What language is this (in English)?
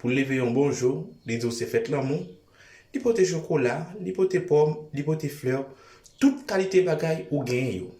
Haitian Creole